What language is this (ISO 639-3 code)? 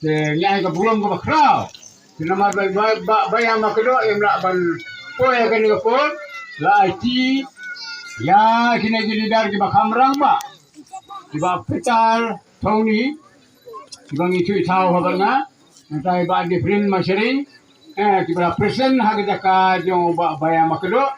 kha